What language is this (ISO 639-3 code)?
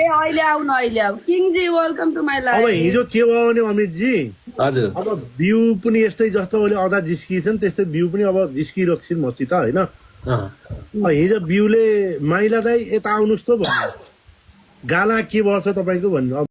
nep